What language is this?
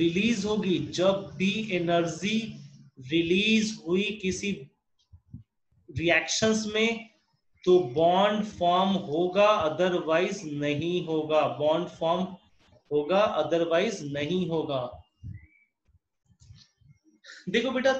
Hindi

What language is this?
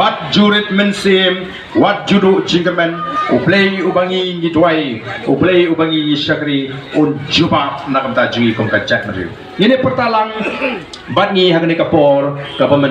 Khasi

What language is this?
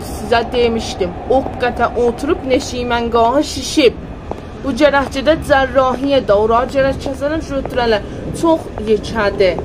South Azerbaijani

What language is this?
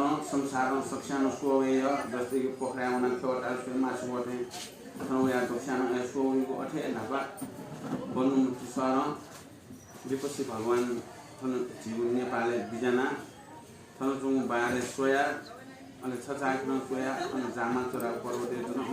Newari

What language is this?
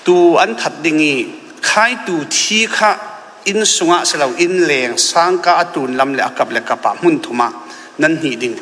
Falam Chin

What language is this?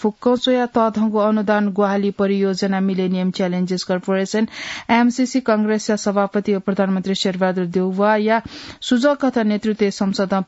Newari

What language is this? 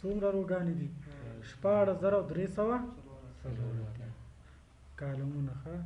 Pashto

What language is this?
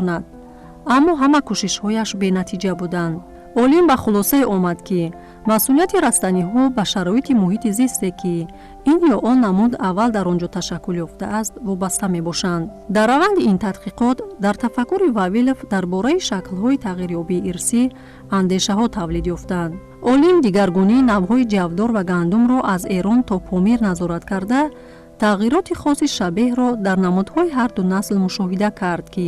Tajik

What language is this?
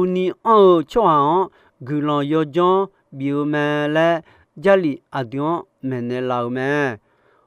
Akha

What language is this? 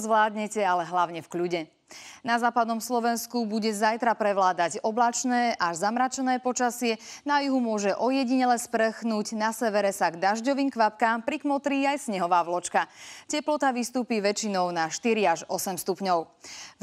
Slovak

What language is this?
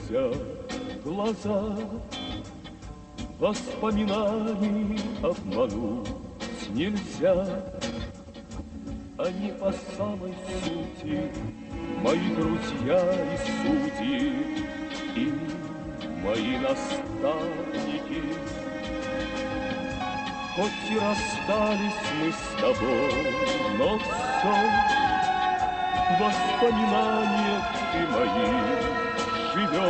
Russian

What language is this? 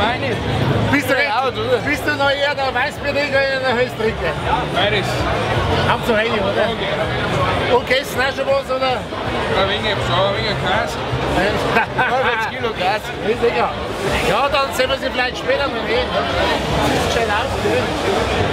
Bavarian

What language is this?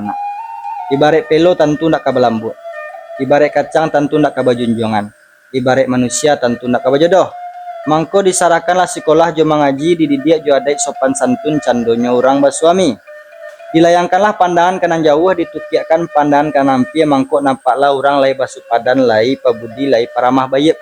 Minangkabau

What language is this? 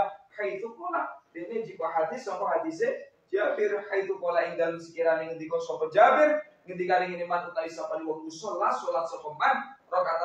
Javanese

